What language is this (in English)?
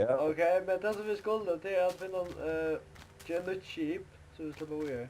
Faroese